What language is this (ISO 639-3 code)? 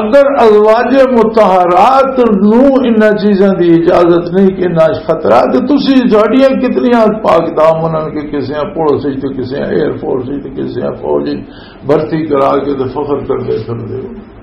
lah